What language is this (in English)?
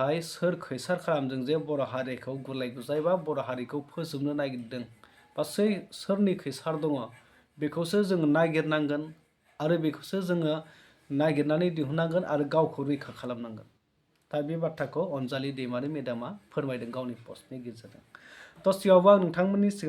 Bodo